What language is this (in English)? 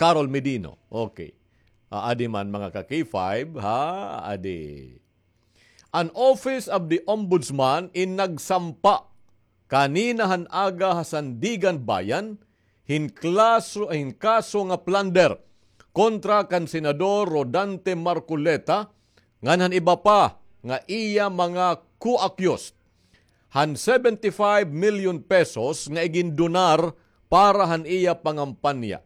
Waray